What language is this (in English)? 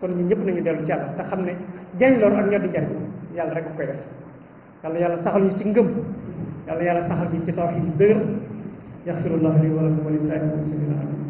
Wolof